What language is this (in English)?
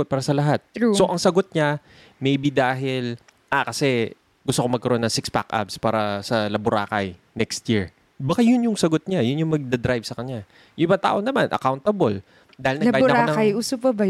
Filipino